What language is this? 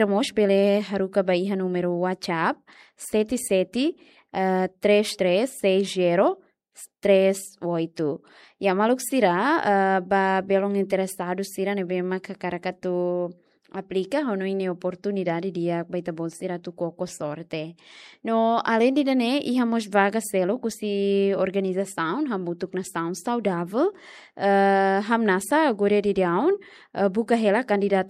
Tetum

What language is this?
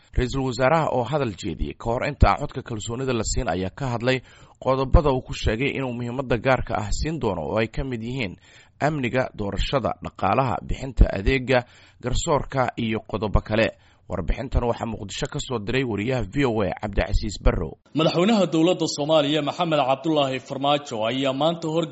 Somali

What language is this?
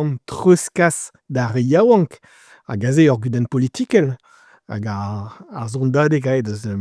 Breton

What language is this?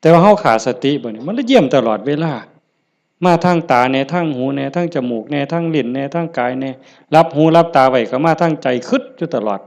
Northeastern Thai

